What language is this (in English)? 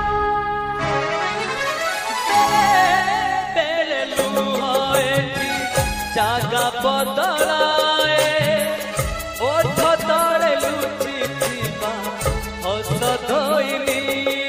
Odia